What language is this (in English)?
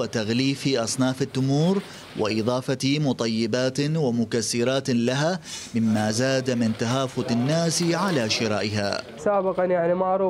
Mesopotamian Arabic